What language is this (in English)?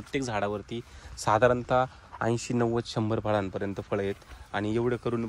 Marathi